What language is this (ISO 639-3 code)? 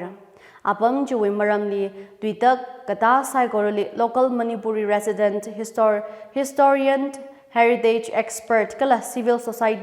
nmf